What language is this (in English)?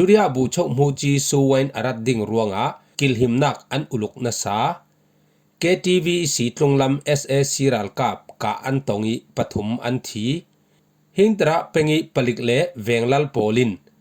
Falam Chin